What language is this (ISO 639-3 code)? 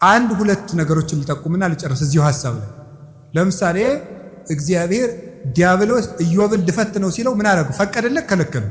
amh